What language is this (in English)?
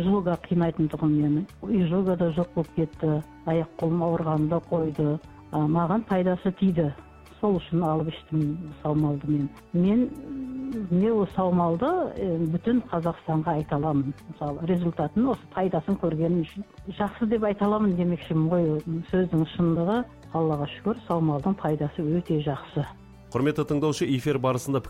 Kazakh